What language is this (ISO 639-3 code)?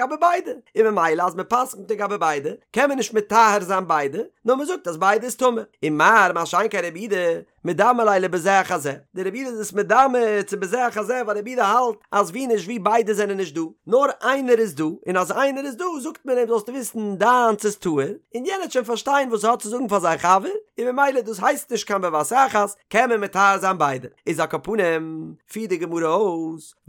yid